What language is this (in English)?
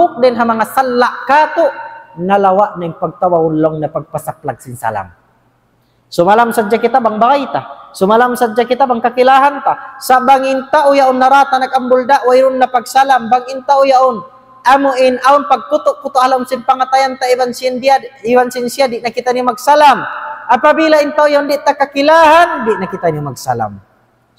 Tausug